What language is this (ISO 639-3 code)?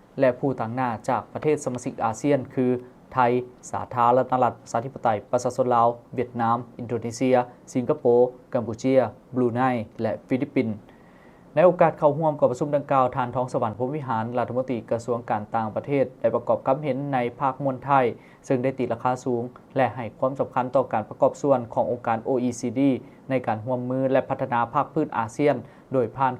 lao